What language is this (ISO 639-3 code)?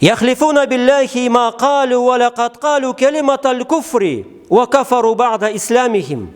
krc